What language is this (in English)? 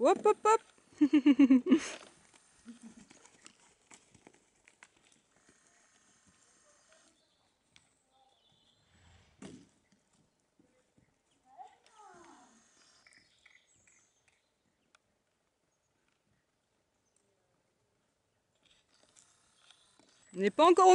French